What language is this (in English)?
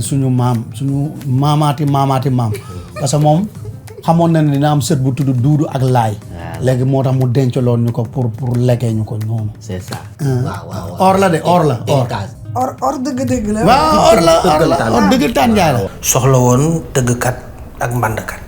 Wolof